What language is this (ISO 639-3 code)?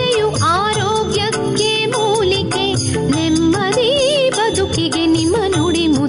kan